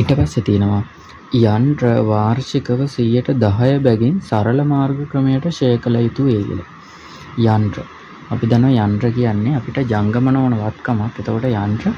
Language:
Sinhala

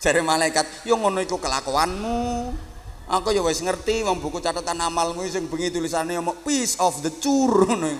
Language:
Javanese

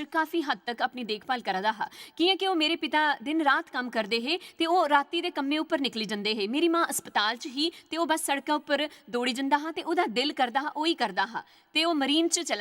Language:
Dogri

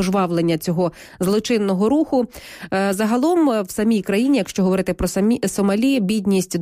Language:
Ukrainian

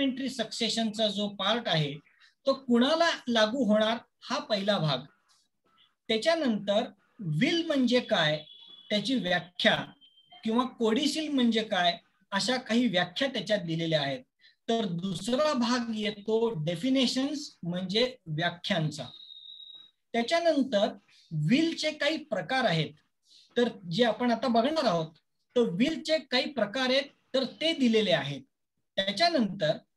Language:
Marathi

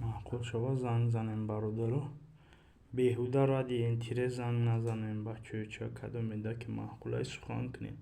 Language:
Tajik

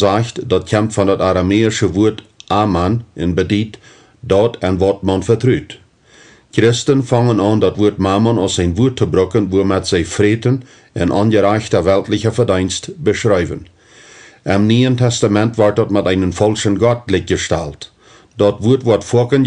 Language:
Plautdietsch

